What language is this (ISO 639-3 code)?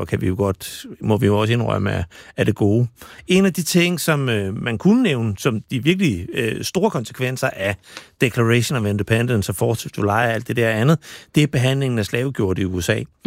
dan